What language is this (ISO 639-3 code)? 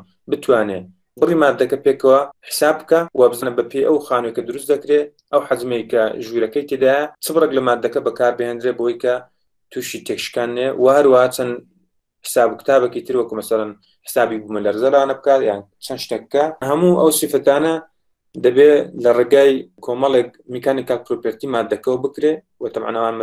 ckb